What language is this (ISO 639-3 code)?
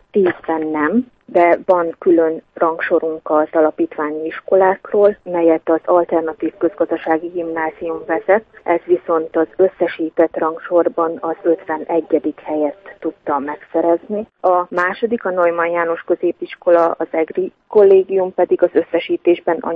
hun